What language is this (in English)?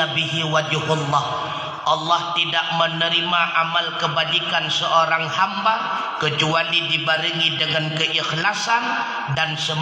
Achinese